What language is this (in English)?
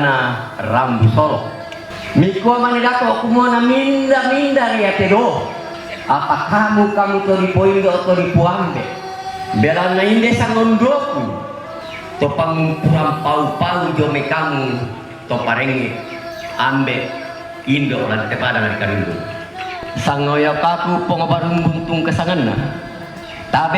Toraja-Sa'dan